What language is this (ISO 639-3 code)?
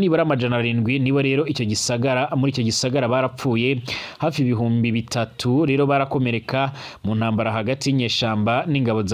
run